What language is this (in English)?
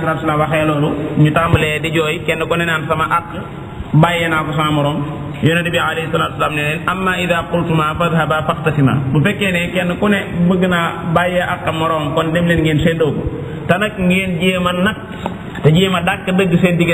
Wolof